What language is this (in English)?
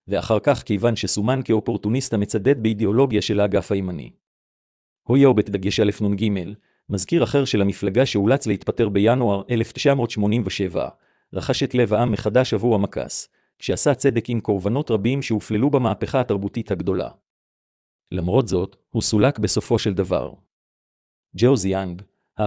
Hebrew